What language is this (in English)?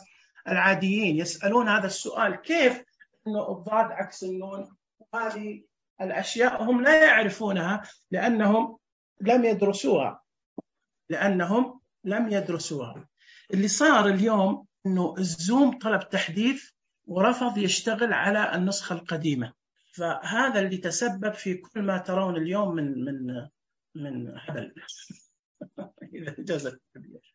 Najdi Arabic